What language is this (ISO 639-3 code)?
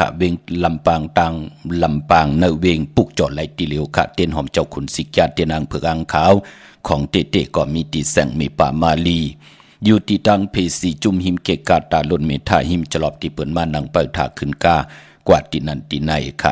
shn